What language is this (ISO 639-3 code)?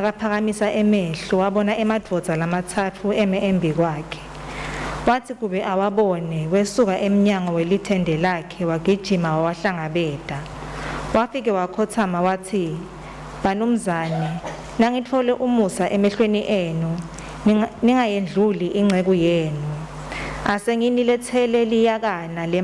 ssw